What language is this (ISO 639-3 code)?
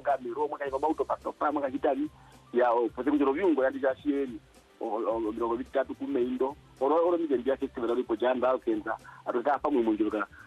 swa